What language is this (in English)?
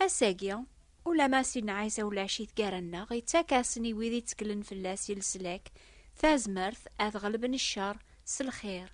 Kabyle